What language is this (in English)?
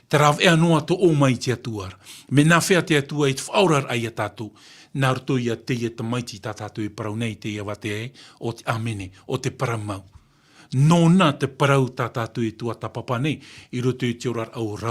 Tahitian